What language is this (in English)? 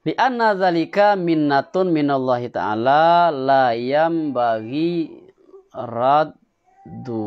Minangkabau